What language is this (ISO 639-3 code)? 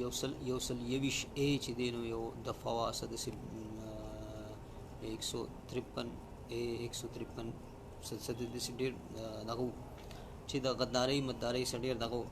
pus